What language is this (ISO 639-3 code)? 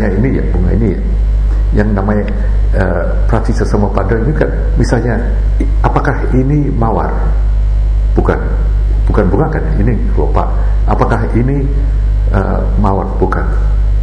ind